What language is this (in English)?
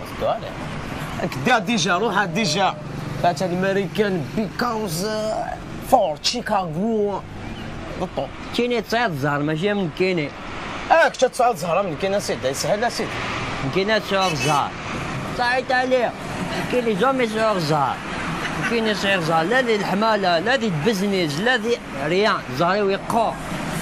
Kabyle